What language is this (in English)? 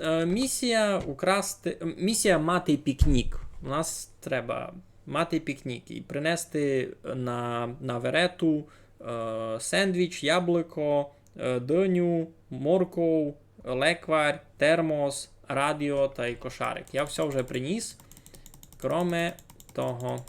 Rusyn